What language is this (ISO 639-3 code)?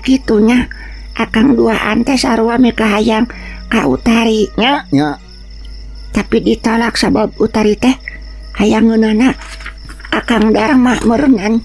sun